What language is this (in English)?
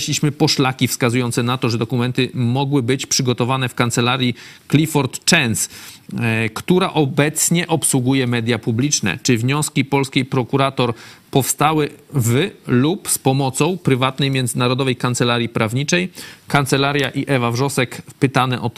Polish